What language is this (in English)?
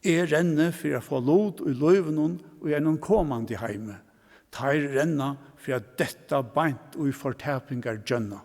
Faroese